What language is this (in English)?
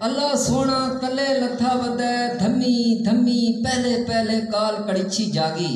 Saraiki